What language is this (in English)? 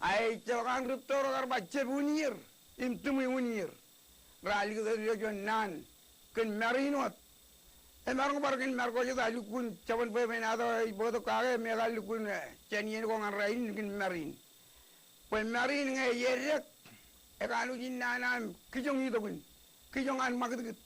Marshallese